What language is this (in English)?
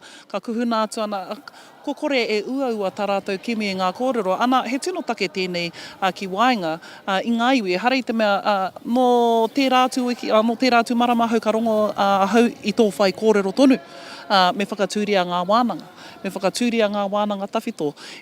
Māori